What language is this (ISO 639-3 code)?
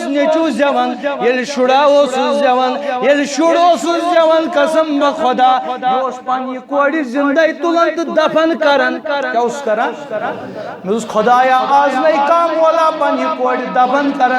kas